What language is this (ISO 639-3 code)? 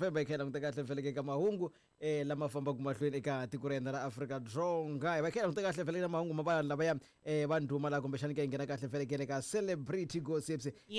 tso